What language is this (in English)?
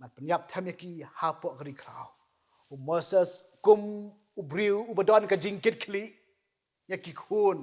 Khasi